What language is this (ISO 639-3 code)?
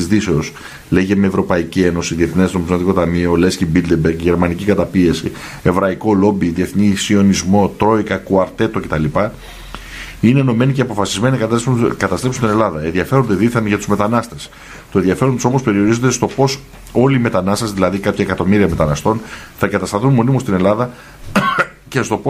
ell